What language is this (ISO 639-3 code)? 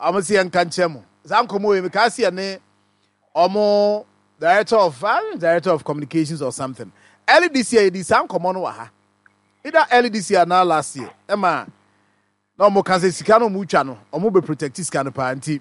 aka